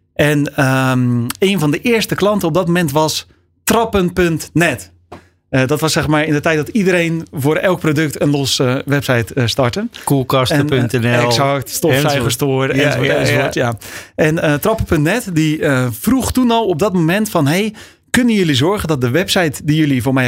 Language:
Dutch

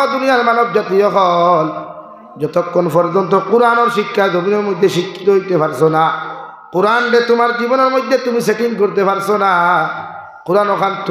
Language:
Sylheti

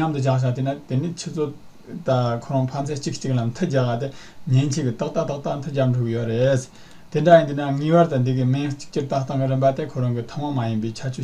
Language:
Tibetan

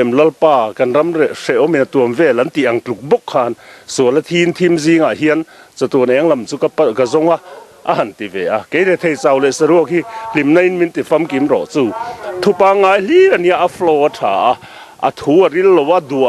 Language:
Mizo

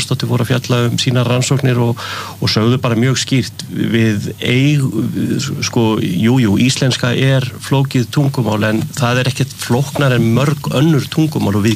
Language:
Icelandic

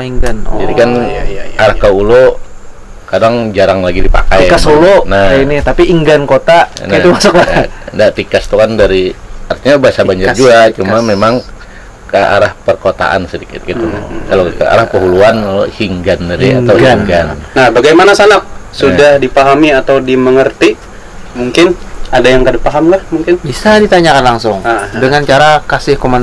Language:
Banjar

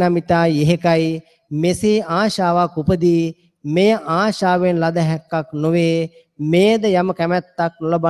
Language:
Sinhala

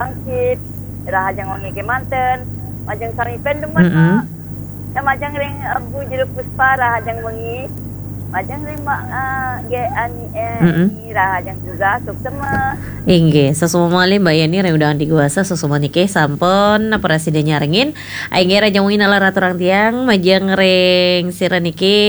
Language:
Balinese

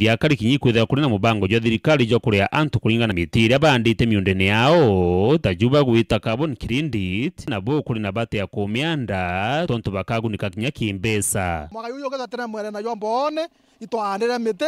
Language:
Meru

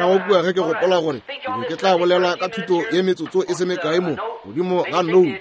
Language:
Northern Sotho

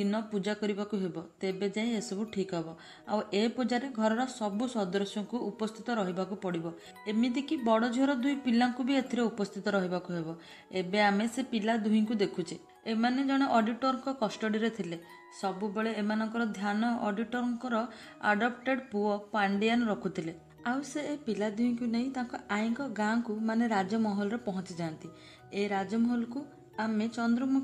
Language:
Odia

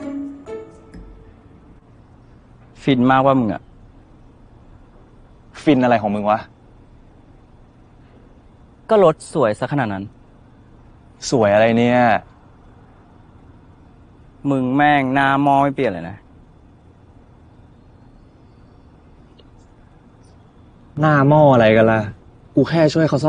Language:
Thai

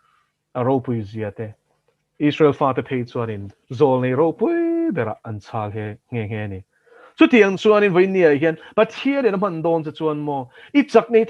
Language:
Mizo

